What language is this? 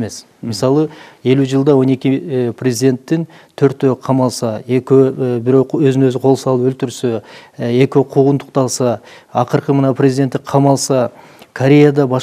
Kyrgyz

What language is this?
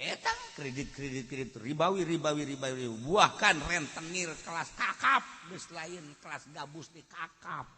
Sundanese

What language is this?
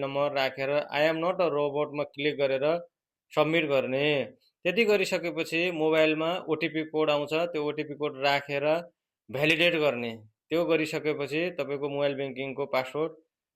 Nepali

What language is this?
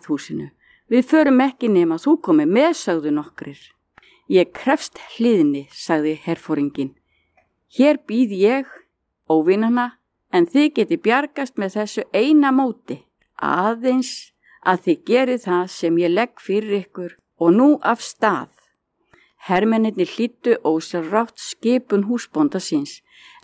Icelandic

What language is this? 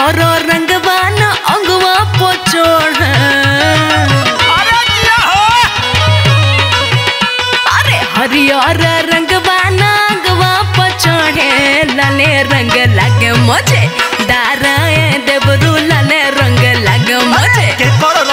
Bhojpuri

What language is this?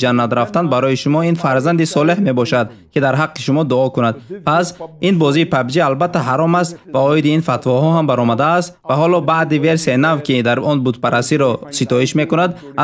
Tajik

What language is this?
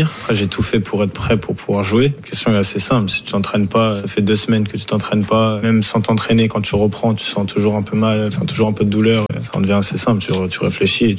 French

